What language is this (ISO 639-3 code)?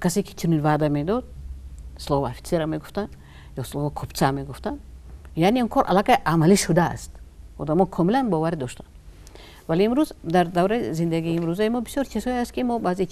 tgk